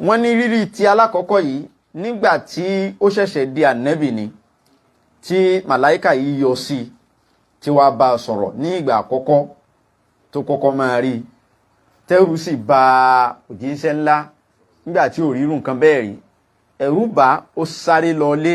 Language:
Yoruba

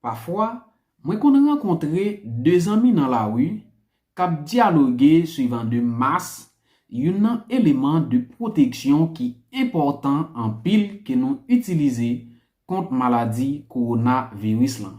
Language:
Haitian Creole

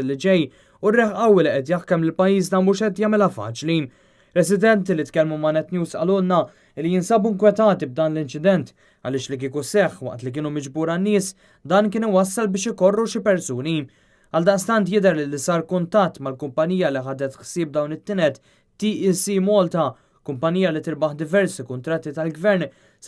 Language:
Maltese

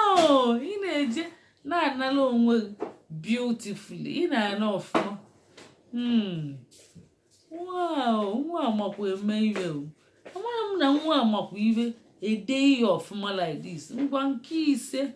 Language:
Igbo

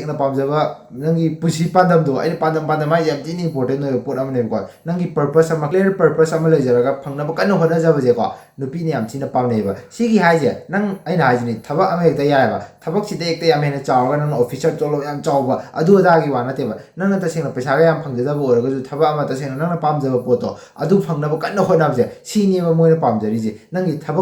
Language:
Manipuri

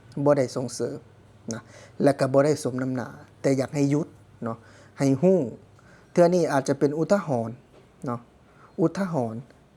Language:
Lao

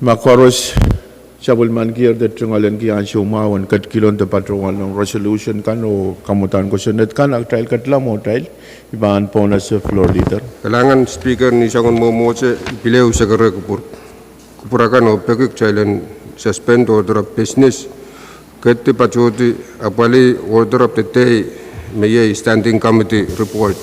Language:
Pohnpeian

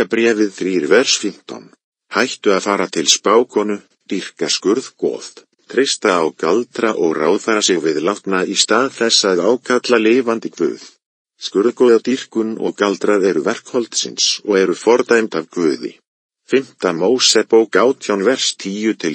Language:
Icelandic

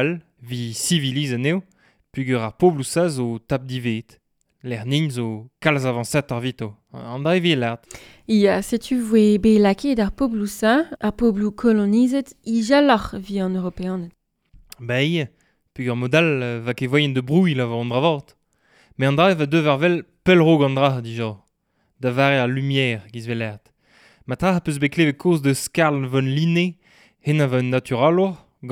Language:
Breton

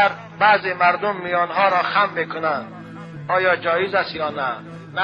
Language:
Tajik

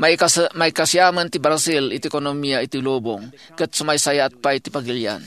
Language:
Iloko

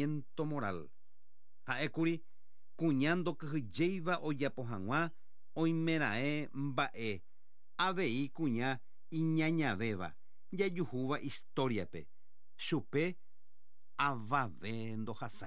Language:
Guarani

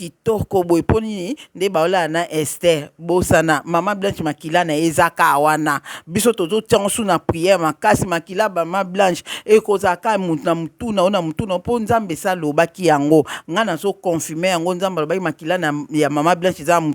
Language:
Lingala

